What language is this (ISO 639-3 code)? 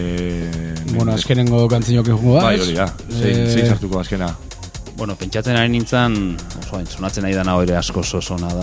eus